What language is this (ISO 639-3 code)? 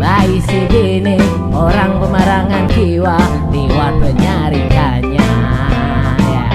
bjn